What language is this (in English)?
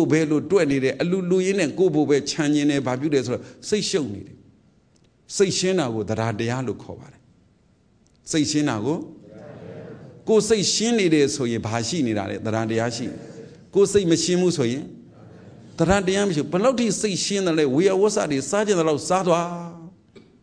Burmese